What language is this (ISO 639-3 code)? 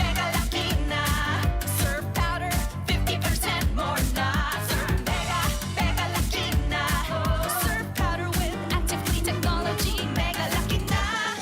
bik